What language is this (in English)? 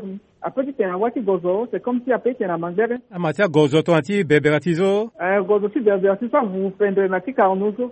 Sango